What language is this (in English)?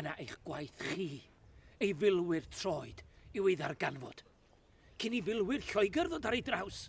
Welsh